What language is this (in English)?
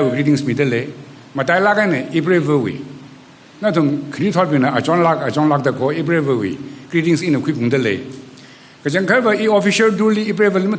Tangkhul Naga (India)